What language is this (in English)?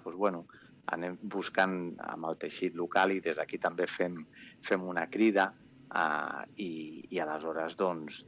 Catalan